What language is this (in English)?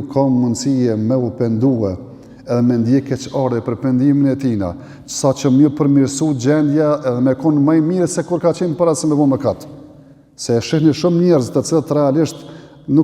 Albanian